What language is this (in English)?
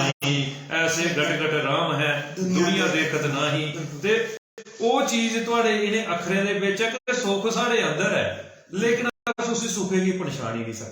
Dogri